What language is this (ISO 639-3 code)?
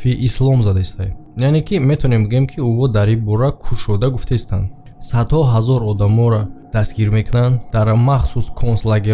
tgk